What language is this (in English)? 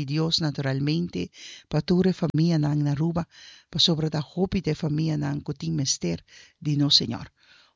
Papiamento